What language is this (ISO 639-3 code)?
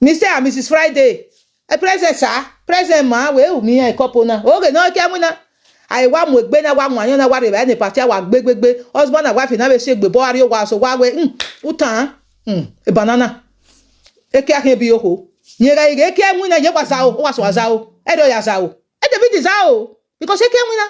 pcm